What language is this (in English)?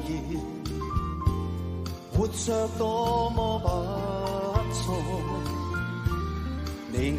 Chinese